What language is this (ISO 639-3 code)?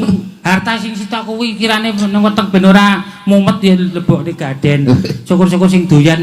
jav